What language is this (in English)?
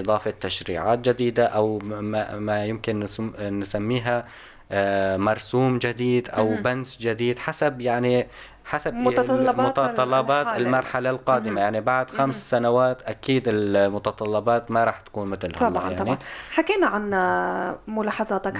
North Levantine Arabic